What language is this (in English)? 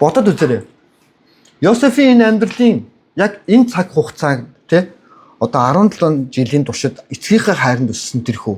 Mongolian